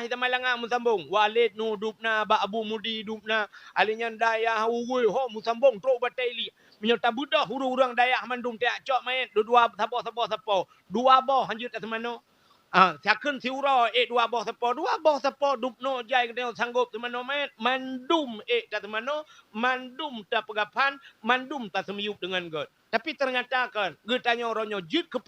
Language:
Achinese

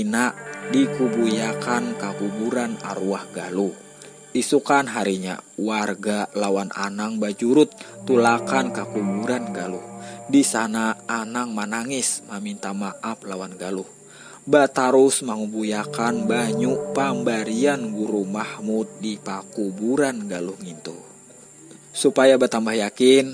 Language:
Banjar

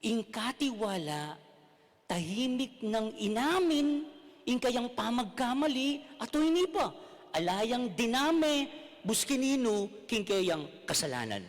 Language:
Pampanga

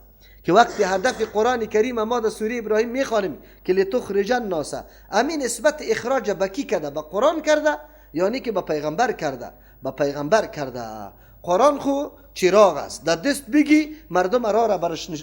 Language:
Persian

